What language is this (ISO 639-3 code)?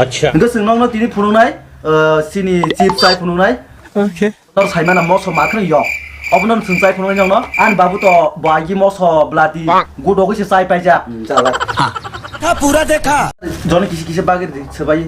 trp